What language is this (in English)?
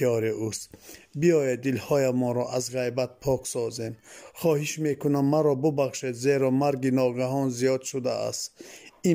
Tajik